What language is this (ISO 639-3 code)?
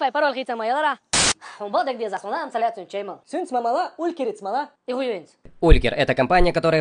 che